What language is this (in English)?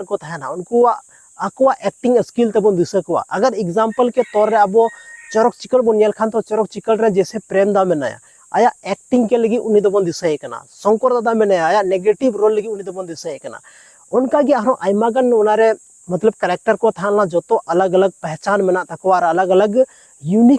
Santali